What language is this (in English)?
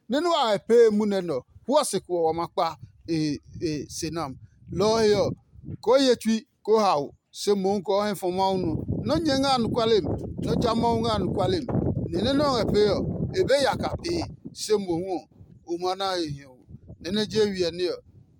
Adangme